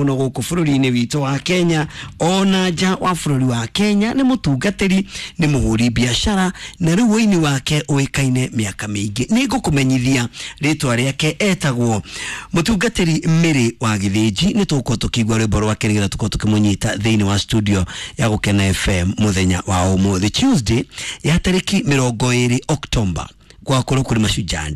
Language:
Kikuyu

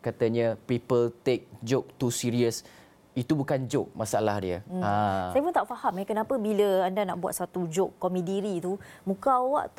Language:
Malay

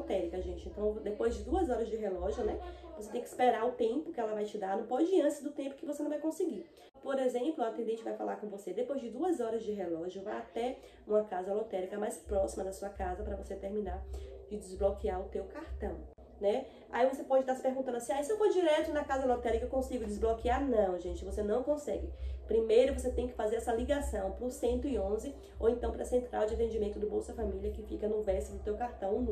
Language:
Portuguese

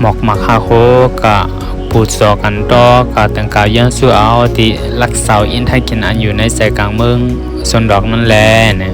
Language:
Shan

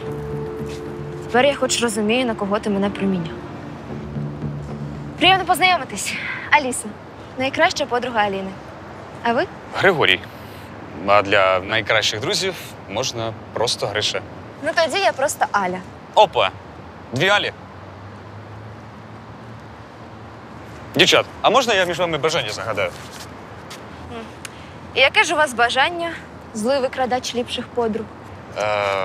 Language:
Ukrainian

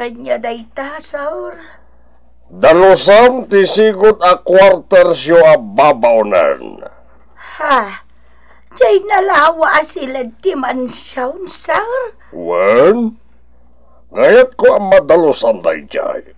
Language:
Iloko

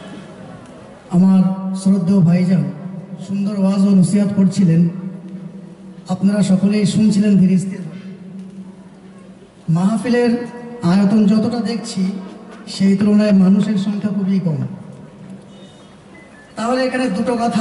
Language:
Bangla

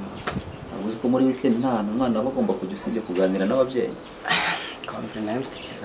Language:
Kinyarwanda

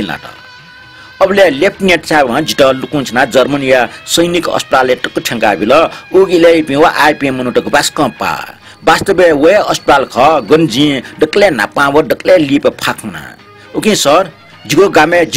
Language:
Newari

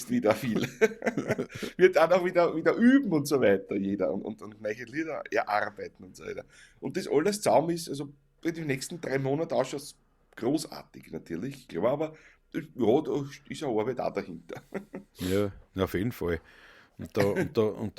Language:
Bavarian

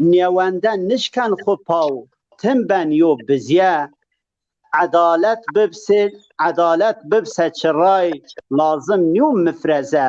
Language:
Zaza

